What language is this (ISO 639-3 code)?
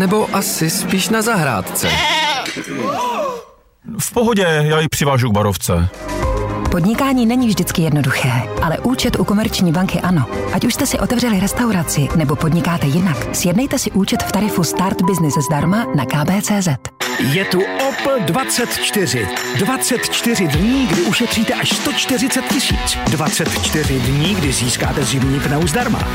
ces